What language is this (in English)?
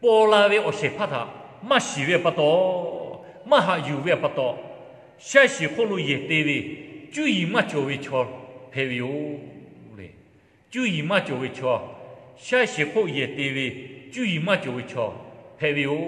Lahu